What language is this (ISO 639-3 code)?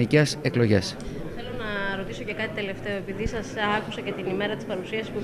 ell